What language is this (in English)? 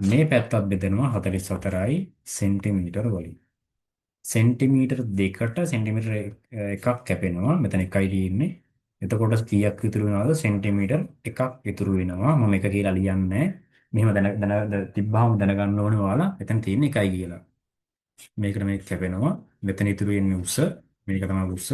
Sinhala